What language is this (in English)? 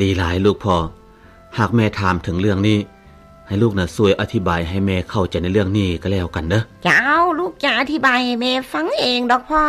Lao